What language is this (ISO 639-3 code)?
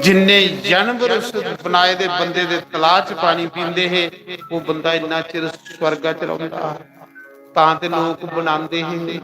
doi